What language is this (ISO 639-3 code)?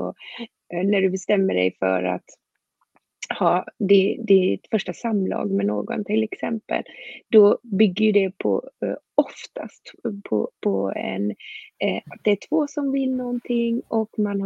swe